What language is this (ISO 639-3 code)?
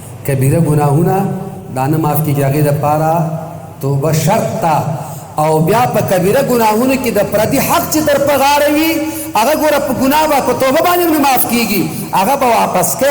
pus